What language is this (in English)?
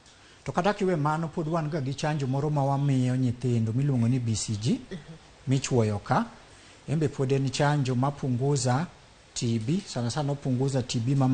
Luo (Kenya and Tanzania)